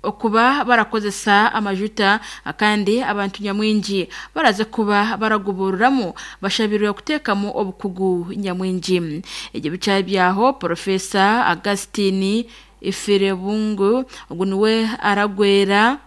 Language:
Nyankole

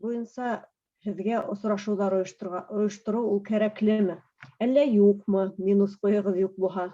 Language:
Bashkir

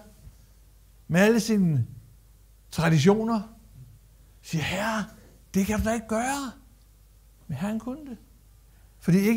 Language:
Danish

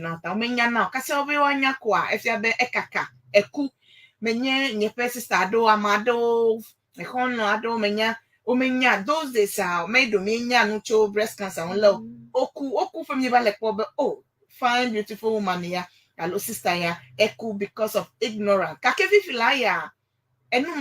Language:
Ewe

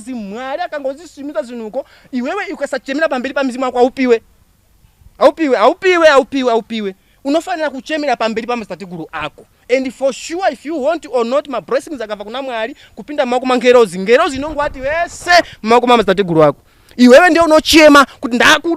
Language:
Shona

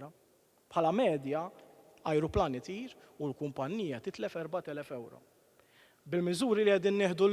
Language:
Maltese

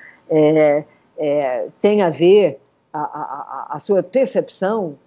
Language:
Portuguese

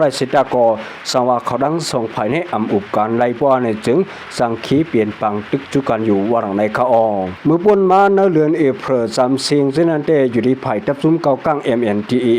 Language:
Shan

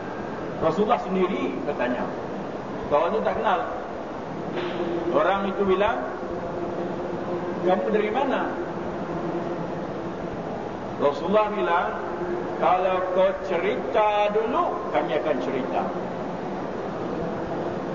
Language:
Malay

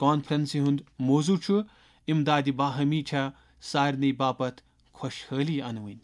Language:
Kashmiri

